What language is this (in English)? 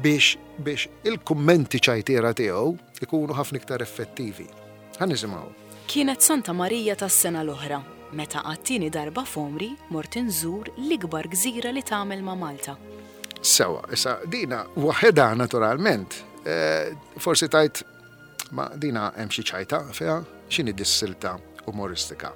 Maltese